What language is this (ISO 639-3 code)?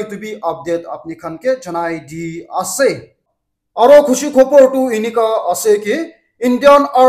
nag